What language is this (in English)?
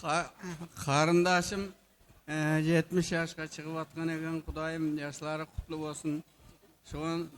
Kara-Kalpak